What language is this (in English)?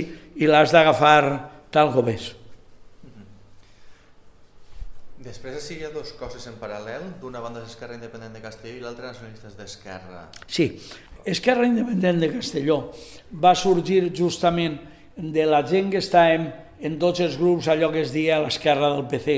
Catalan